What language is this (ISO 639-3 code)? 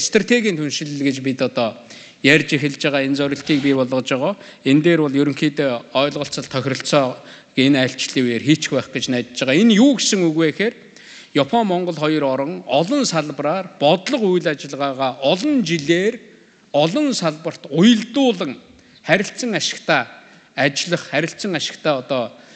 mon